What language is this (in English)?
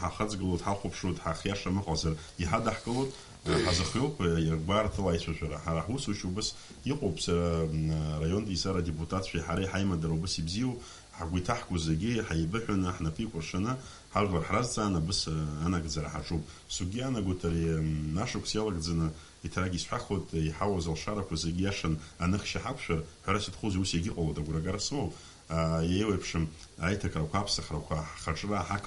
Abkhazian